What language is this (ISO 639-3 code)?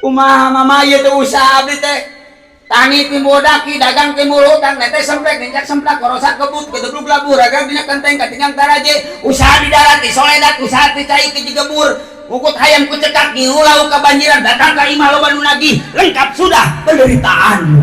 sun